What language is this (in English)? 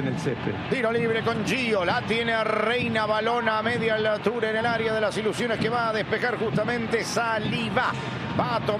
Spanish